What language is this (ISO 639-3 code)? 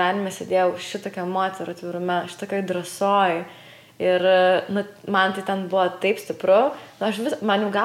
lit